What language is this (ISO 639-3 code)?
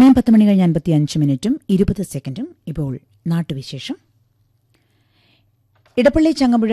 mal